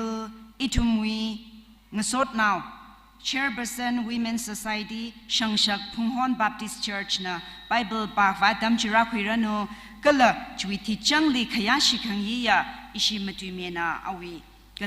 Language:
Tangkhul Naga (India)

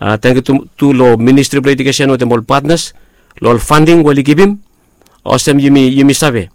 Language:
Bislama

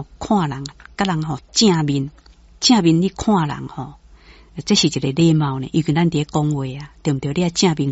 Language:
Min Nan Chinese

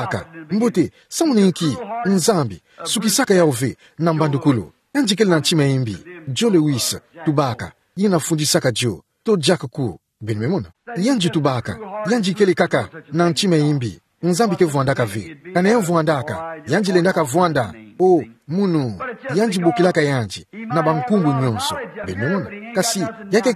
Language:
Kituba (Democratic Republic of Congo)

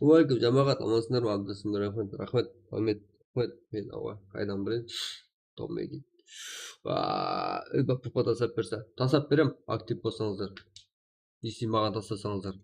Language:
Kara-Kalpak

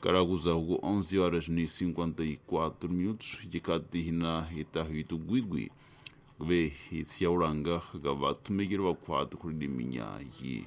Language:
Tsonga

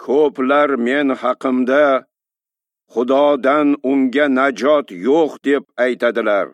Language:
Uzbek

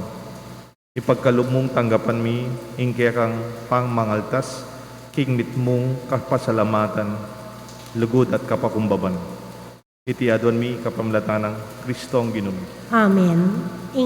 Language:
Pampanga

